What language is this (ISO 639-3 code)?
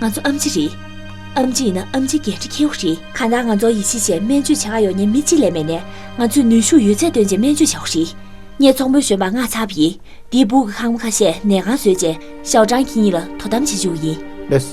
bod